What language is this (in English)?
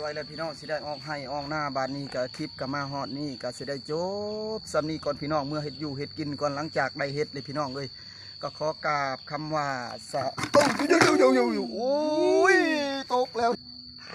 Northeastern Thai